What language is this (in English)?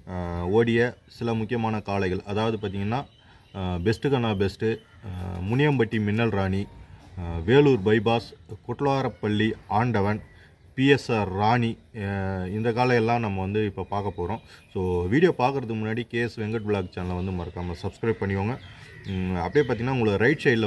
Tamil